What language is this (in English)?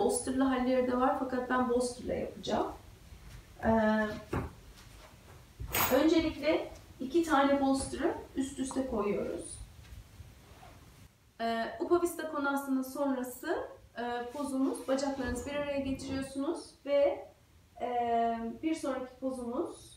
Turkish